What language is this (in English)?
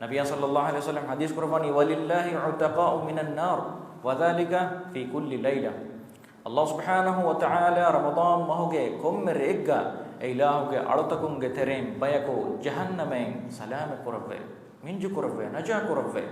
Divehi